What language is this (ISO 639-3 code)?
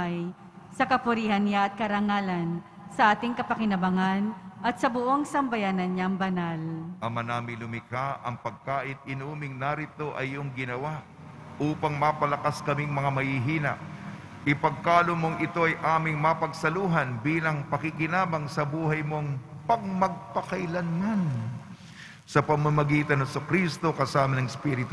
fil